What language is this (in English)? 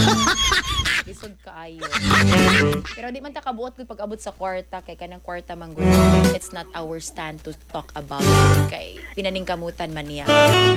Cebuano